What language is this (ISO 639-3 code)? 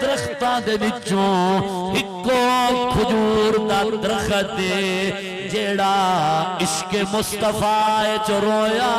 skr